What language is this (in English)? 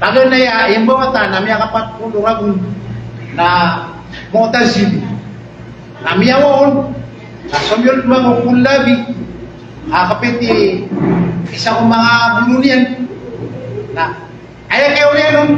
Maranao